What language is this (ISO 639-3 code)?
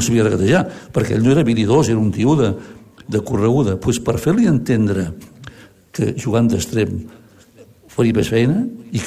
cat